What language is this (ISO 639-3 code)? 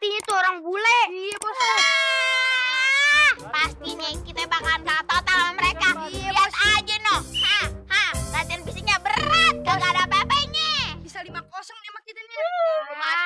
bew